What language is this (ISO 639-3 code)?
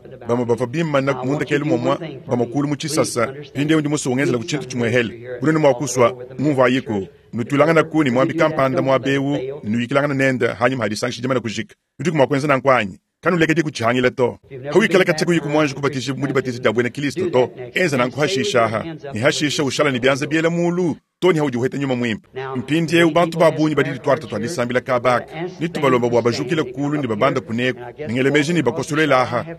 lua